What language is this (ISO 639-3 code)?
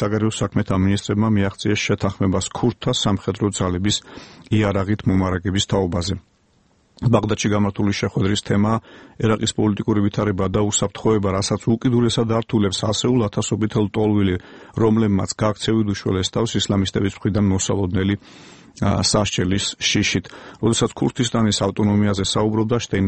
kat